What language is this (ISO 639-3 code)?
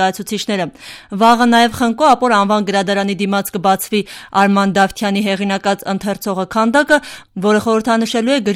hye